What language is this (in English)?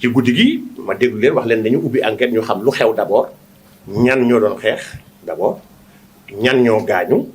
Wolof